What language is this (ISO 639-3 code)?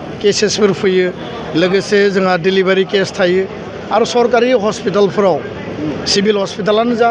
brx